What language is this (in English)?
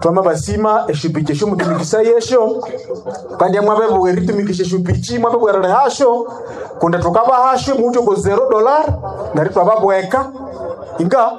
Nande